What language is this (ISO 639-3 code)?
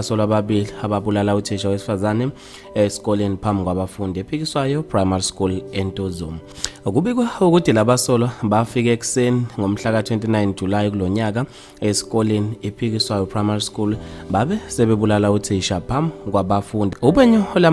zul